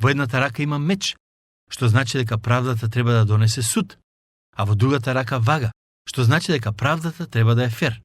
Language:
Macedonian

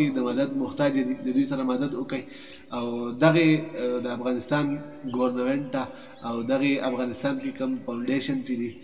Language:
Pashto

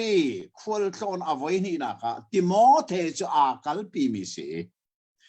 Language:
Hakha Chin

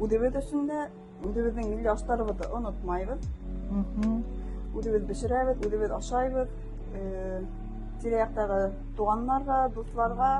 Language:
Bashkir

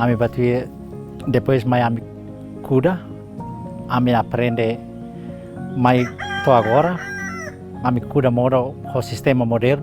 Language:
Tetum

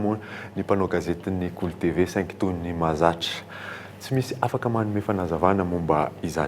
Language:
Malagasy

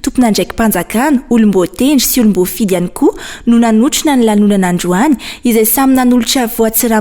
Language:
Malagasy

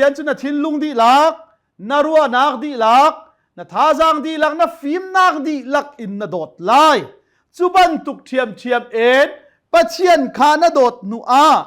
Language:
Hakha Chin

